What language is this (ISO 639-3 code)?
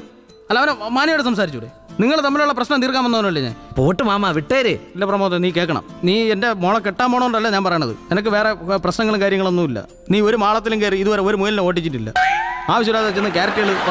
mal